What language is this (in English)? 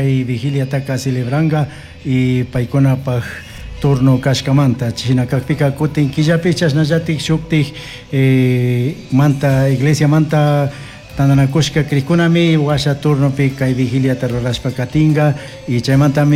Chimborazo Highland Quichua